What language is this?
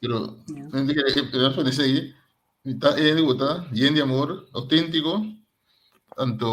Papiamento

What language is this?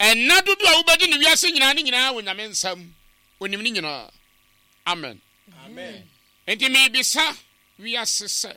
Akan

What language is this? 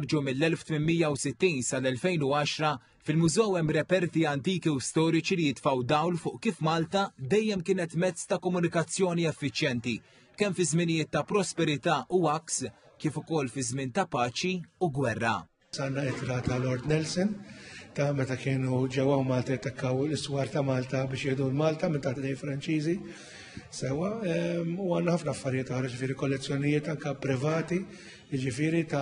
Maltese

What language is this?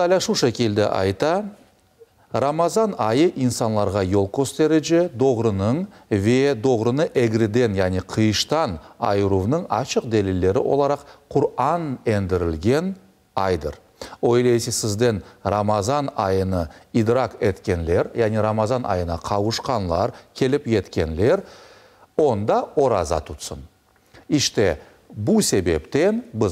Crimean Tatar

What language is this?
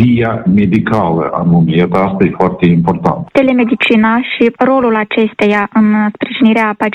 Romanian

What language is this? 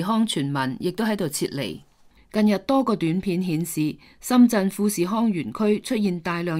Cantonese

